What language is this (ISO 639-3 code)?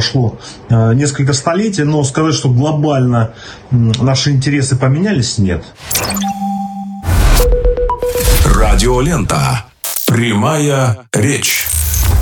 rus